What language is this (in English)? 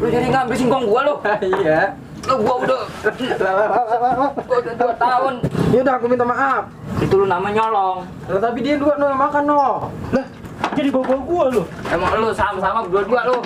Betawi